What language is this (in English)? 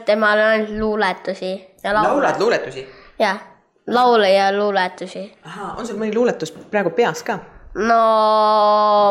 Estonian